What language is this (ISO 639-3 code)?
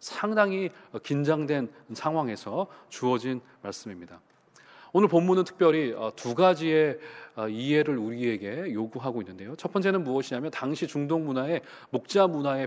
kor